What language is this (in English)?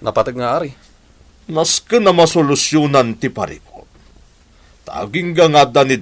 Iloko